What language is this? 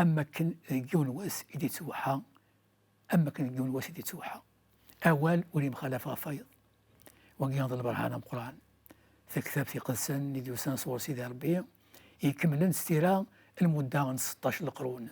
Kabyle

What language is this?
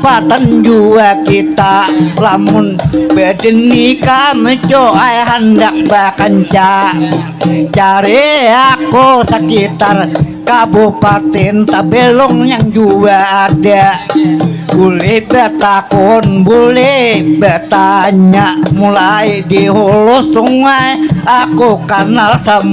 Banjar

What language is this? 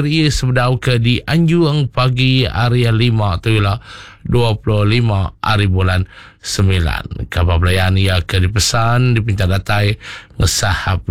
Iban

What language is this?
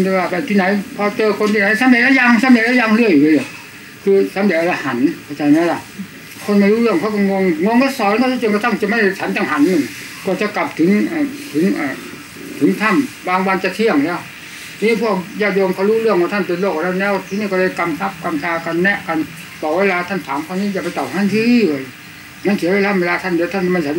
Thai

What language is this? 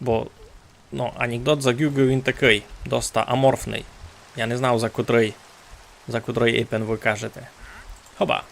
Rusyn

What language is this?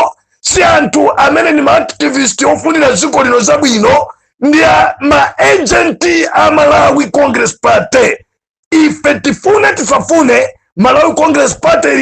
Nyanja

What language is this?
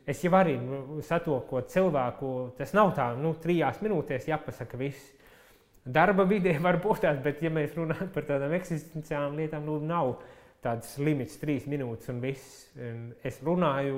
Latvian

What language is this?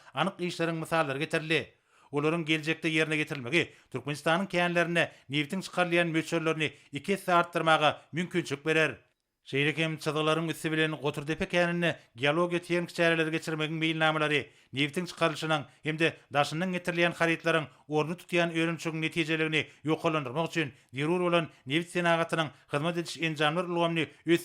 Turkmen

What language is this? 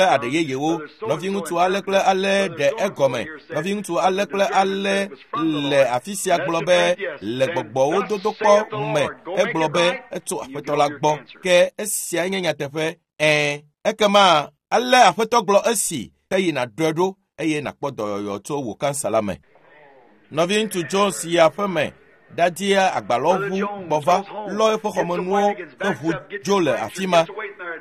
Ewe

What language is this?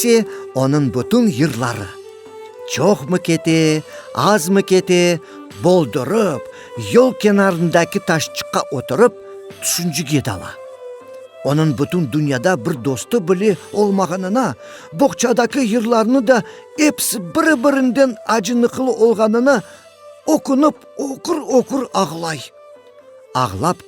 Crimean Tatar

